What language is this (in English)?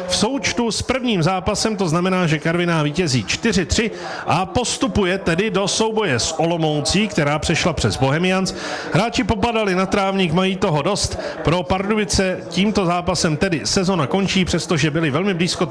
Czech